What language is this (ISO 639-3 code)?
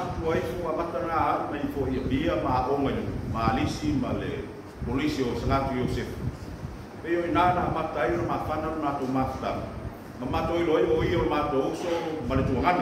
smo